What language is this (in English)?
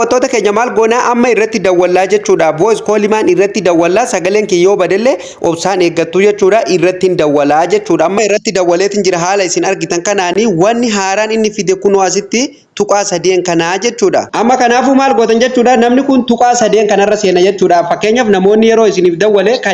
Oromo